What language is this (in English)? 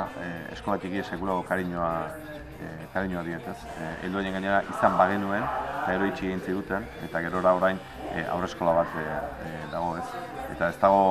Basque